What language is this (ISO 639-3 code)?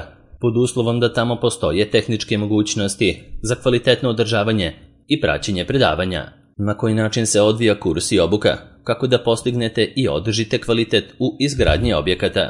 srp